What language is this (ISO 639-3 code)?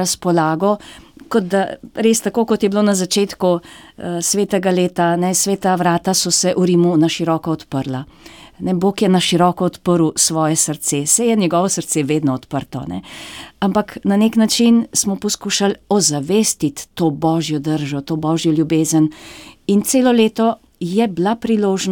slv